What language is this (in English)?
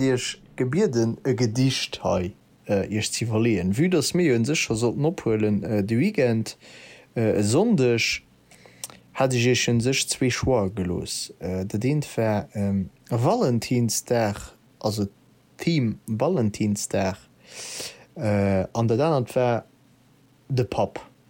Luxembourgish